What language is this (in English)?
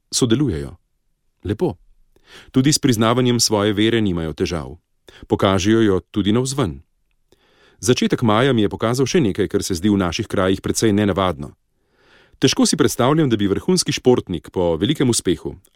Slovenian